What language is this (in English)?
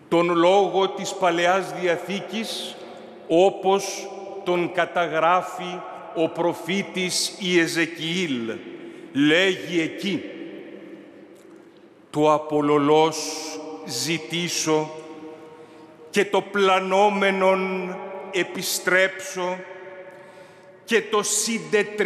Greek